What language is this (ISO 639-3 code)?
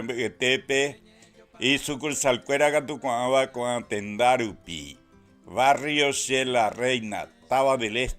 grn